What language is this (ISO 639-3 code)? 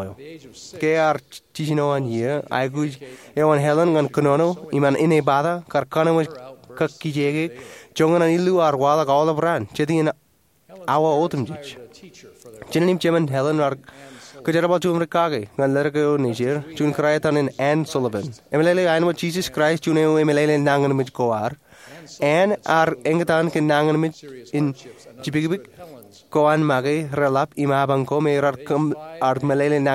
mah